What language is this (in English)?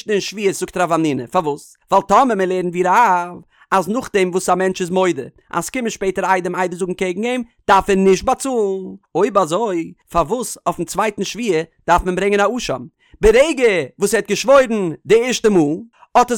Yiddish